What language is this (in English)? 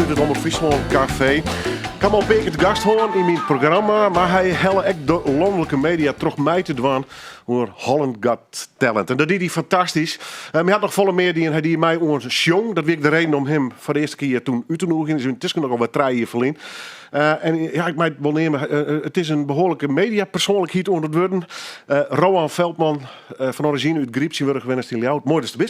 Western Frisian